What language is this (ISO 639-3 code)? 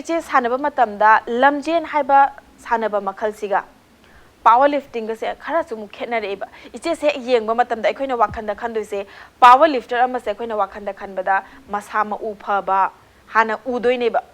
mni